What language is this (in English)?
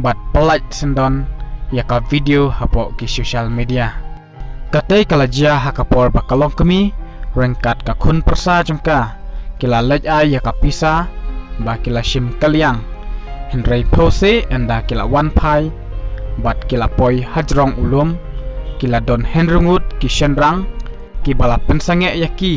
Khasi